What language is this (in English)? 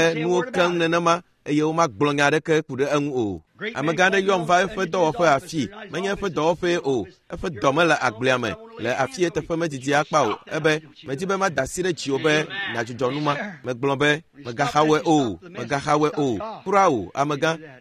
Ewe